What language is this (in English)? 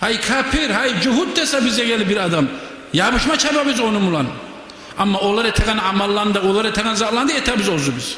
Kumyk